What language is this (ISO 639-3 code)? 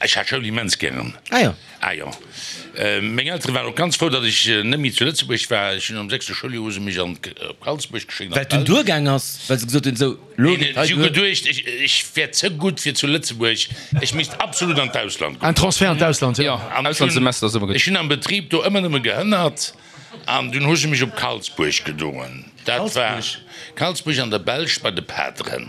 ltz